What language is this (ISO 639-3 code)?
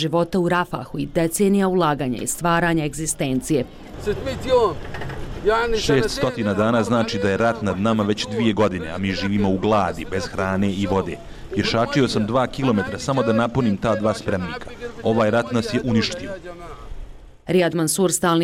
bos